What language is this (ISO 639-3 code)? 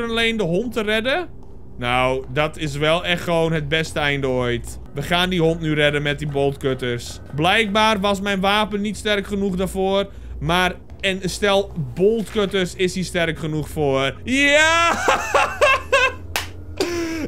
nld